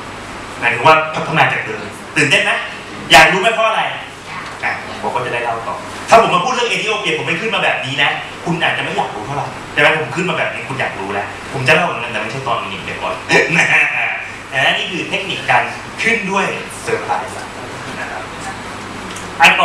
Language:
Thai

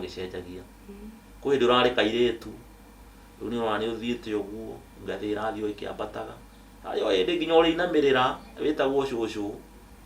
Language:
Kikuyu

